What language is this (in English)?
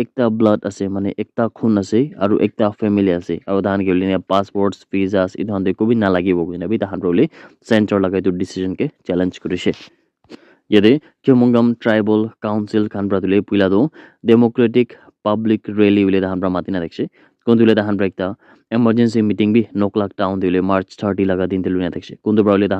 Naga Pidgin